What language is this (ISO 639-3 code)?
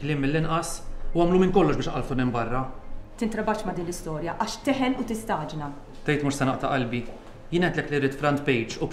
mlt